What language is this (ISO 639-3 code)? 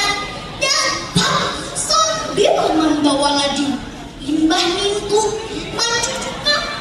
bjn